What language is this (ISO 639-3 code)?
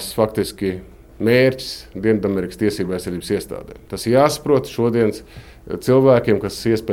lav